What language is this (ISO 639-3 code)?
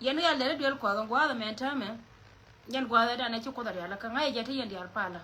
nus